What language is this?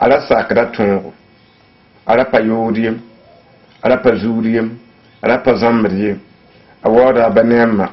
Mossi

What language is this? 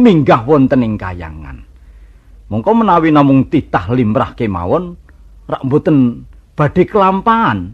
Javanese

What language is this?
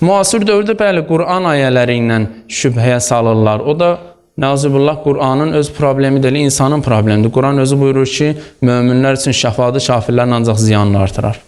Azerbaijani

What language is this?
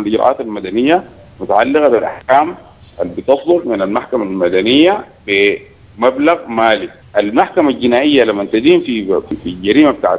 Sudanese Arabic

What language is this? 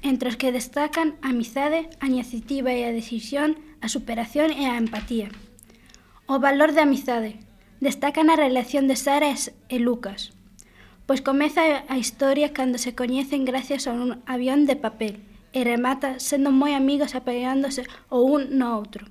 Galician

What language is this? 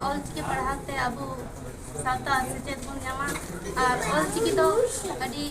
Santali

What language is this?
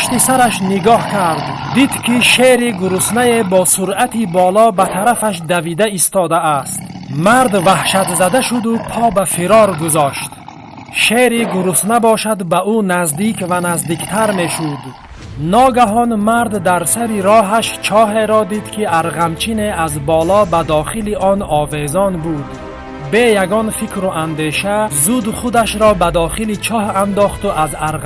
Tajik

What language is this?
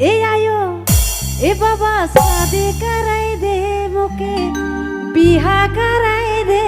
Sadri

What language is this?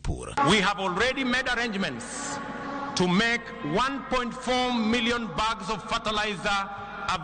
Luo (Kenya and Tanzania)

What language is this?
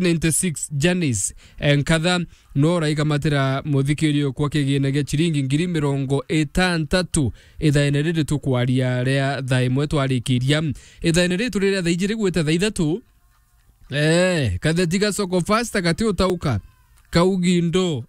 Meru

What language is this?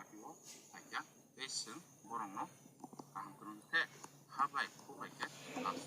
Kok Borok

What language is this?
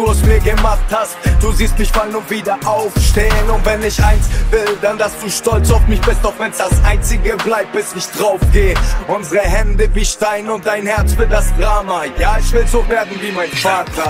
German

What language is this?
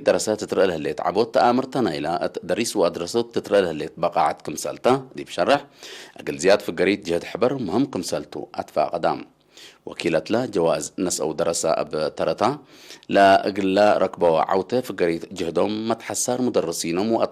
Tigre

